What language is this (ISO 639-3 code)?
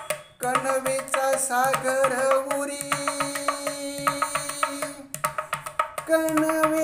mar